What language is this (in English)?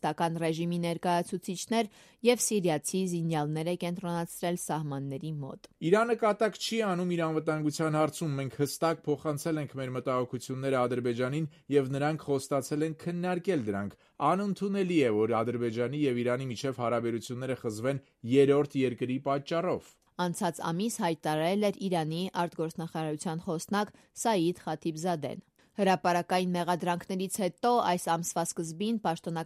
Armenian